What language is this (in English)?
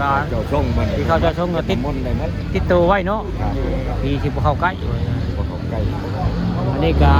Northeastern Thai